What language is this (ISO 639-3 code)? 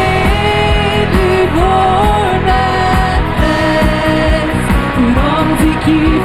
pdt